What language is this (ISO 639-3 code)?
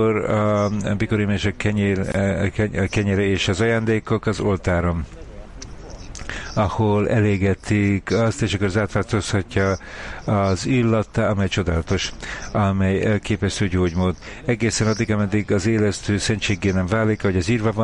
hun